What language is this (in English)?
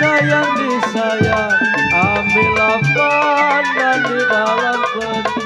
Betawi